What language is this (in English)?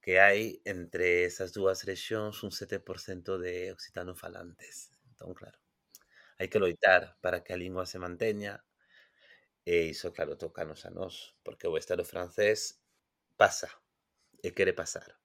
Galician